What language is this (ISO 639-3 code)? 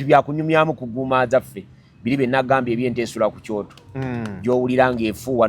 lug